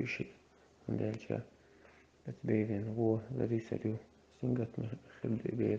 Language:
Chechen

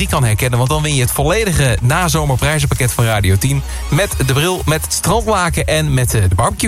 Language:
Dutch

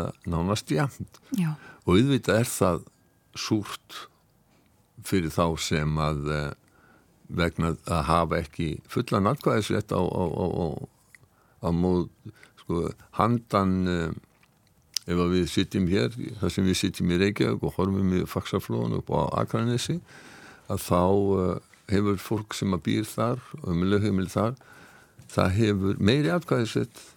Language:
Icelandic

